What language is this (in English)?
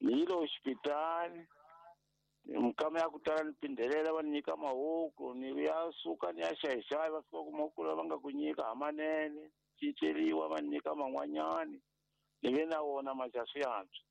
Tsonga